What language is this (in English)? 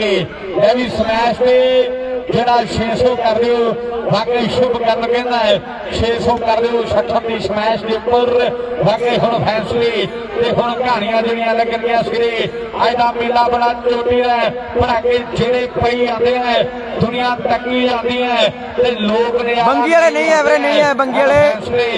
Punjabi